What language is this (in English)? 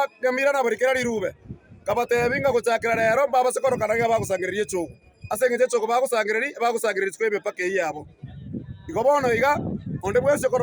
Gusii